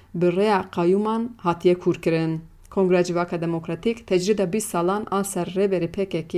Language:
Kurdish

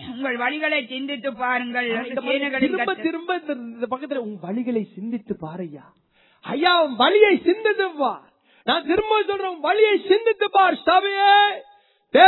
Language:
Tamil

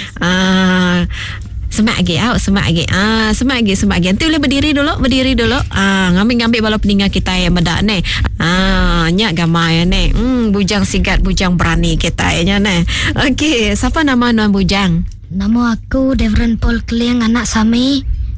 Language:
Iban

